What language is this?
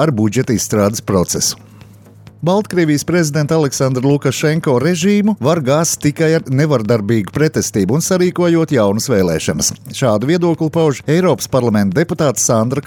Latvian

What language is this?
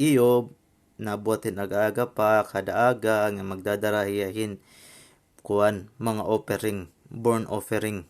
Waray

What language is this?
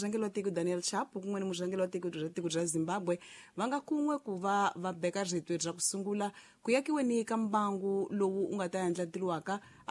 Tsonga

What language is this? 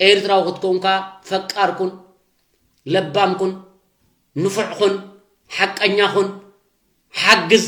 Tigrinya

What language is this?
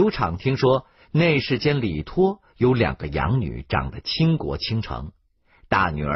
Chinese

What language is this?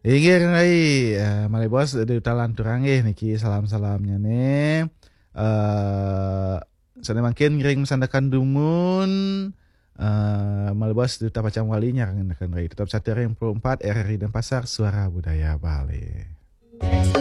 Balinese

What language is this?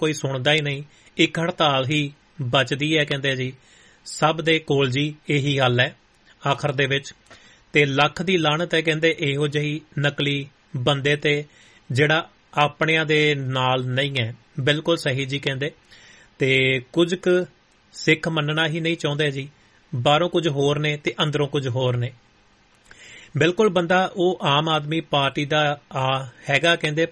Punjabi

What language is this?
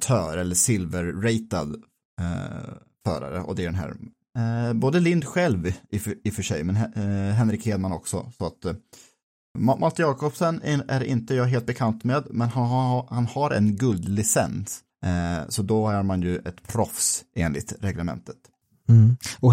Swedish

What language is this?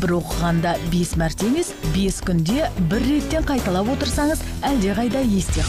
Kazakh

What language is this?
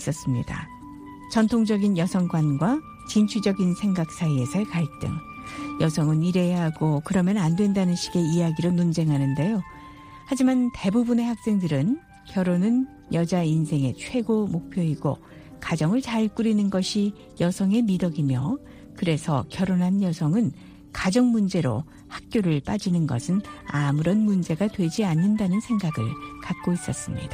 Korean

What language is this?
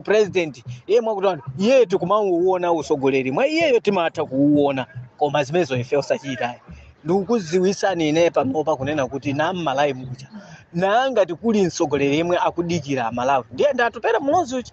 Nyanja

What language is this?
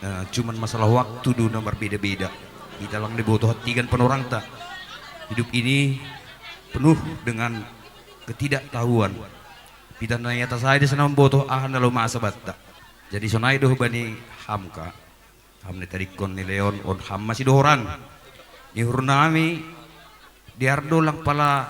Batak Simalungun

